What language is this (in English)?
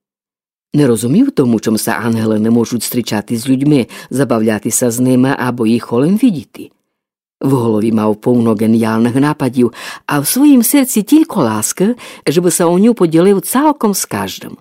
Rusyn